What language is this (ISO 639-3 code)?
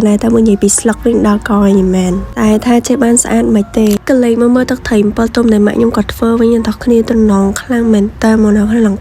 khm